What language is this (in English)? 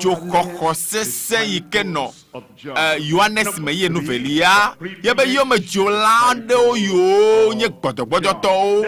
Ewe